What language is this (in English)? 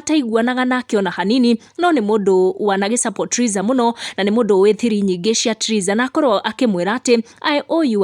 Kikuyu